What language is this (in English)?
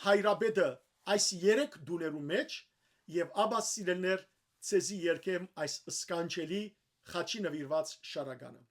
Western Armenian